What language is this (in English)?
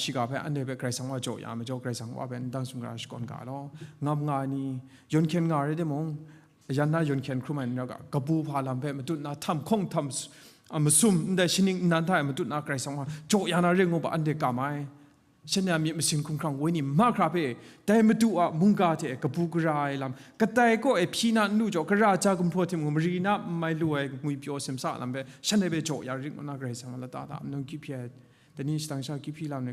Kachin